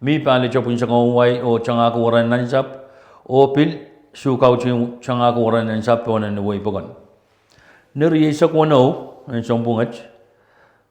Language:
Pohnpeian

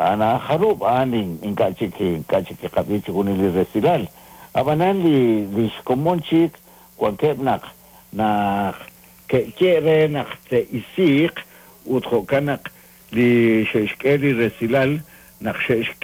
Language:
Kekchí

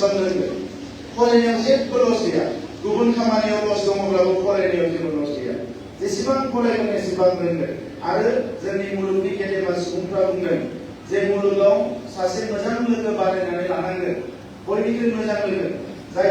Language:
Bodo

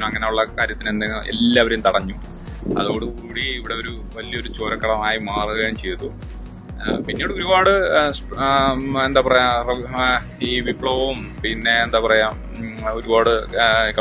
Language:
Malayalam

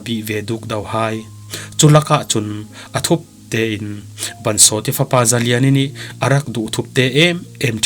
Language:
Falam Chin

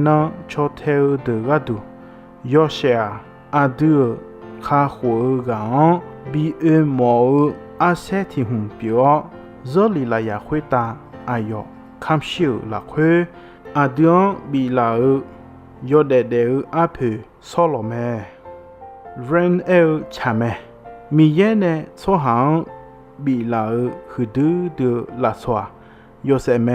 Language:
Akha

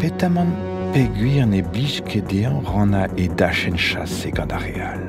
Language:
Breton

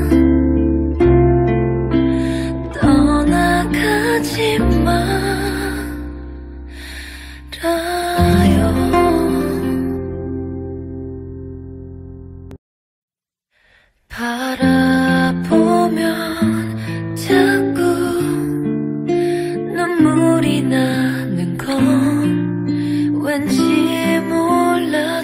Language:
Korean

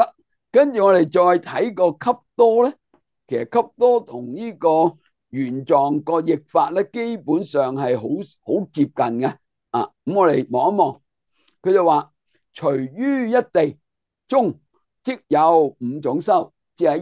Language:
Cantonese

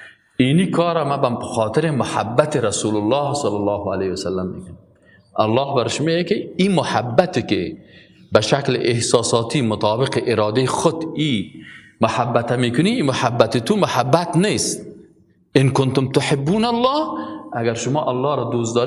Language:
Persian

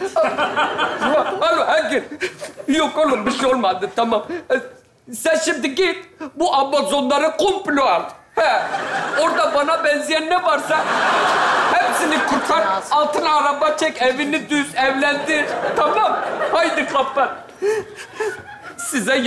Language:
Turkish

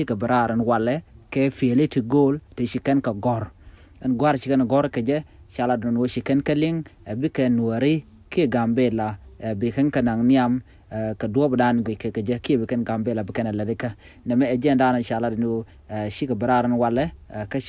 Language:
Nuer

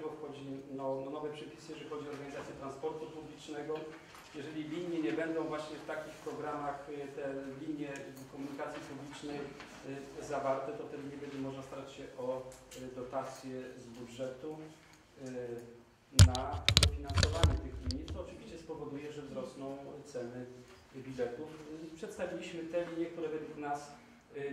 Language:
Polish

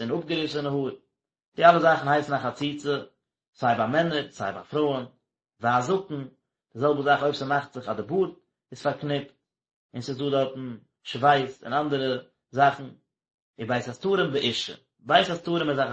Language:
Yiddish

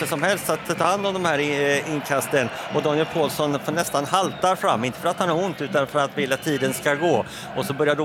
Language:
Swedish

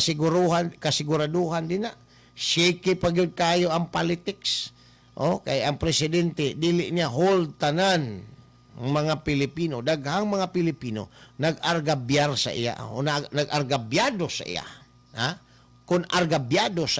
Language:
Cebuano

